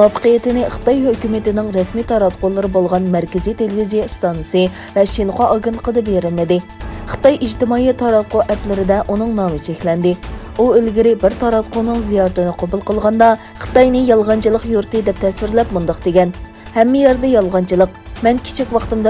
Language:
Uyghur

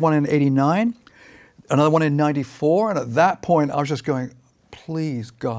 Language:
English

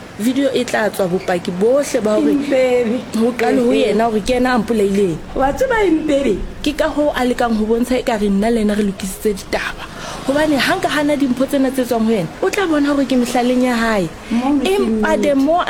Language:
Southern Sotho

